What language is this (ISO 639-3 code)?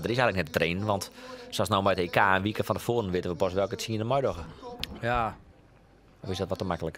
fry